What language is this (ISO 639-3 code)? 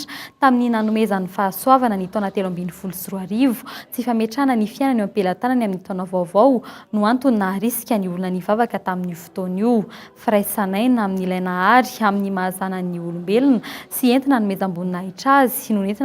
mlg